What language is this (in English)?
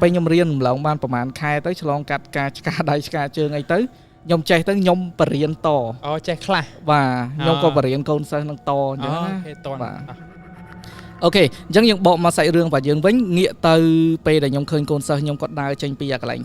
Khmer